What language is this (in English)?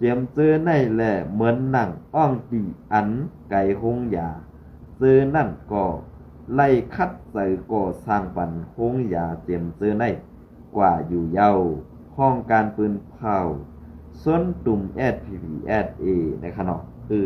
Shan